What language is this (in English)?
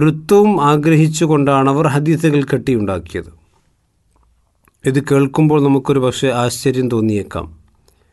Malayalam